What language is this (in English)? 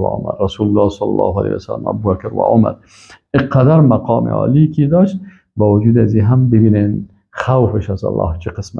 Persian